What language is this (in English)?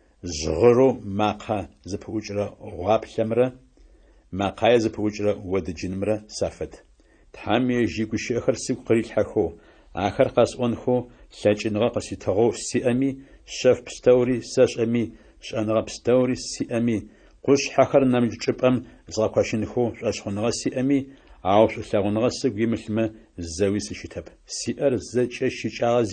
Adyghe